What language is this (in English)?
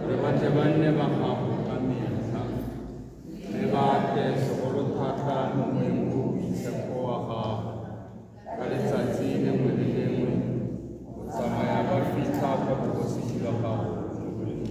Tswana